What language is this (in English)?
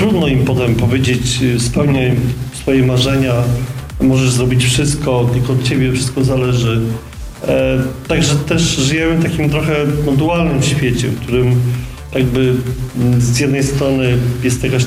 Polish